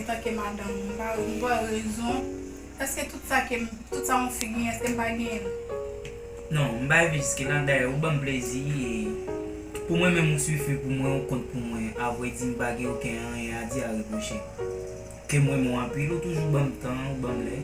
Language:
Haitian Creole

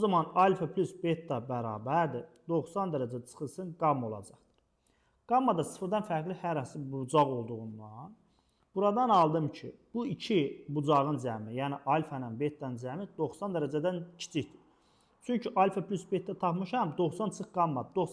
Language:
Azerbaijani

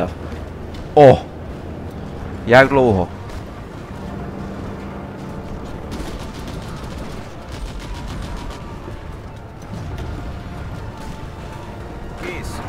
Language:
Czech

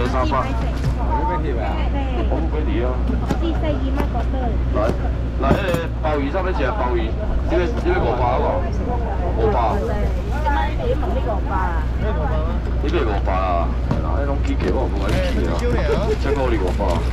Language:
Min Nan Chinese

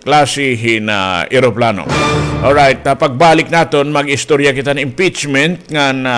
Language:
Waray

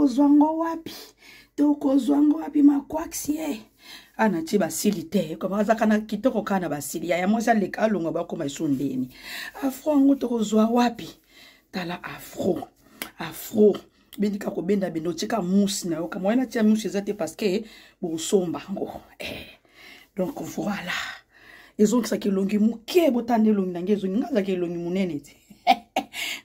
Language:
Lingala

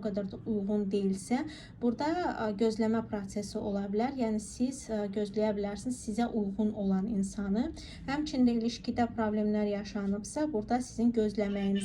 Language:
Azerbaijani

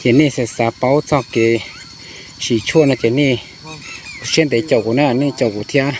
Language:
Hmong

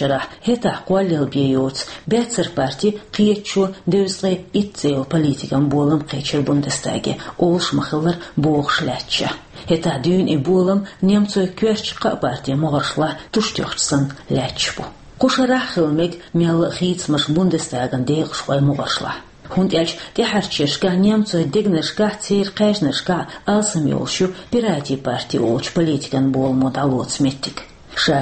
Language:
Chechen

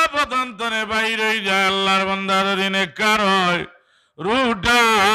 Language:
Sylheti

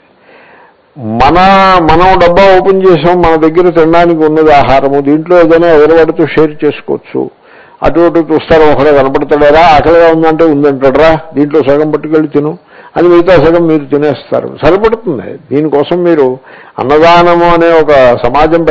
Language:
Telugu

